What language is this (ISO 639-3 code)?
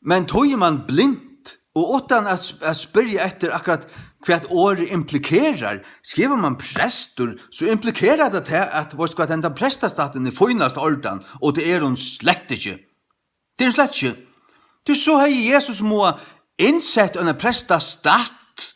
fao